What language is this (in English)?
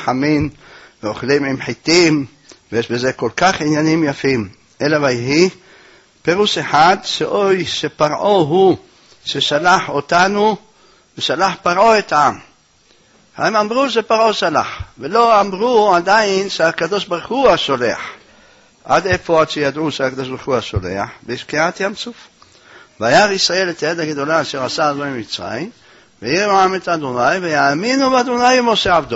Hebrew